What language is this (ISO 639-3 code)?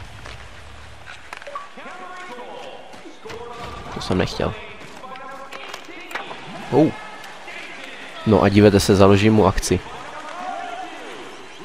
ces